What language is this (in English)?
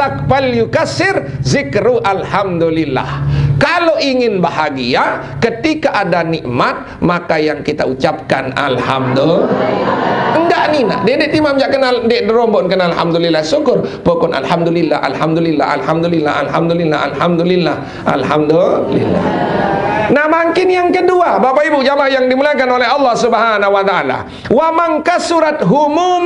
Sasak